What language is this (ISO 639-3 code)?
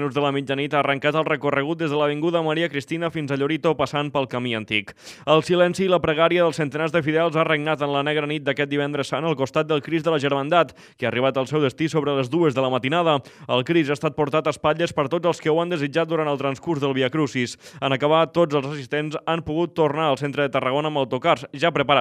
cat